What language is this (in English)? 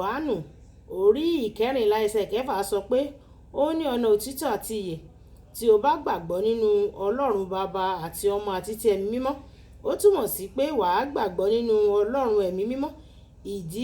Yoruba